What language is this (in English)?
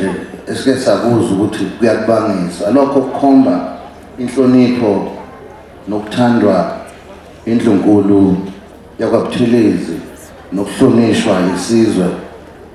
Zulu